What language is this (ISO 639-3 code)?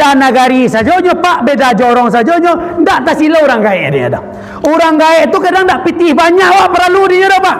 min